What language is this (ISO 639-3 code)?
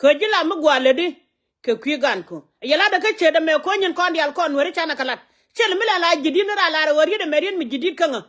nus